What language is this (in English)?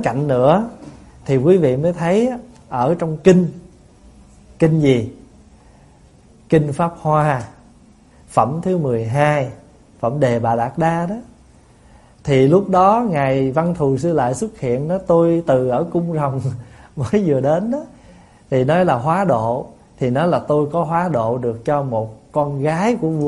Vietnamese